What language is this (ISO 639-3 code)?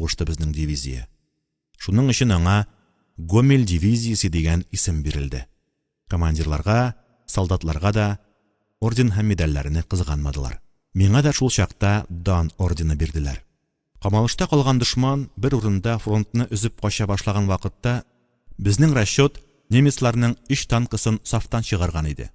tat